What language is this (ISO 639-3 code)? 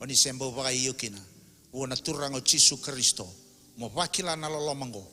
fij